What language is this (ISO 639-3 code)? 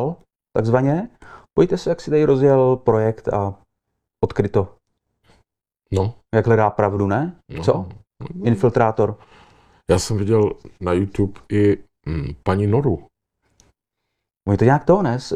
ces